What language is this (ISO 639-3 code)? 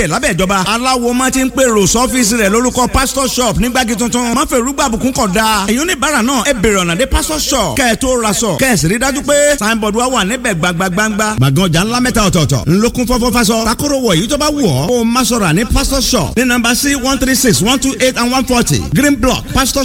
yor